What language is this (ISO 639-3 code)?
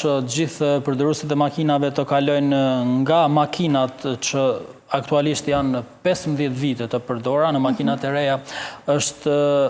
sqi